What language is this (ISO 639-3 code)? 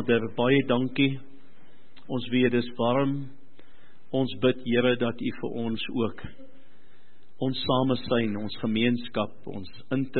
afr